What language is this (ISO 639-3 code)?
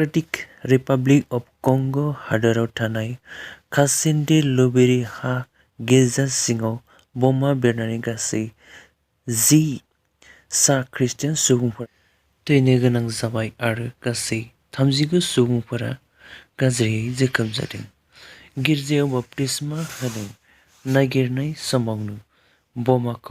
brx